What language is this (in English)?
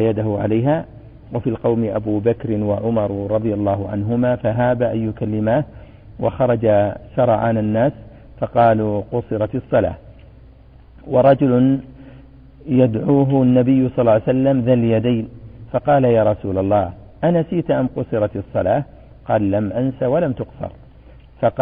Arabic